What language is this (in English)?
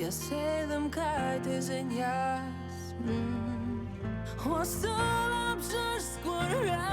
Abkhazian